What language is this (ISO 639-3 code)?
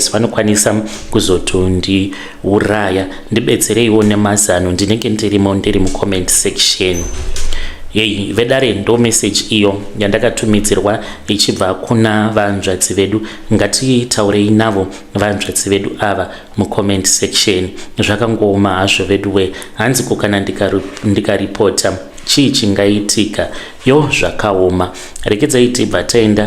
sna